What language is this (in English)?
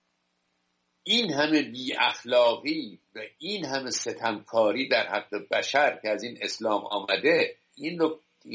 Persian